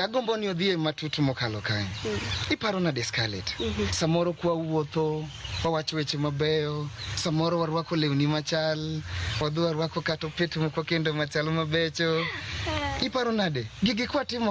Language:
Luo (Kenya and Tanzania)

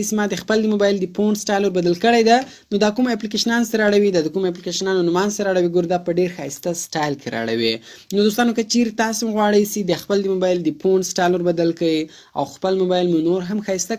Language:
Pashto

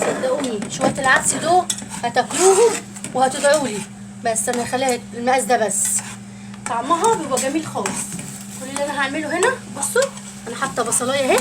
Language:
Egyptian Arabic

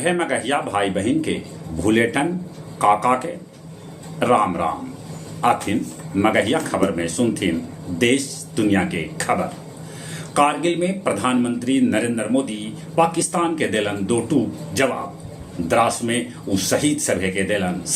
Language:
Magahi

